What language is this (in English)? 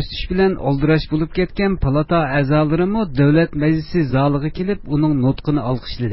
Uyghur